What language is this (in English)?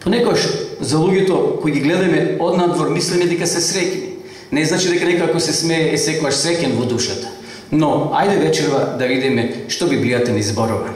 Macedonian